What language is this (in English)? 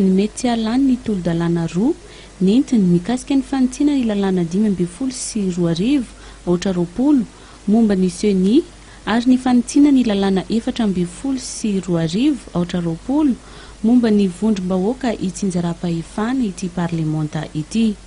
Malagasy